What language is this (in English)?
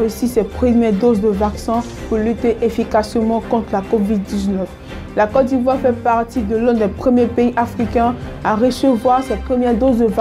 French